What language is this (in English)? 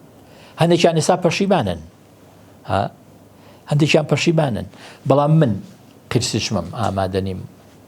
Central Kurdish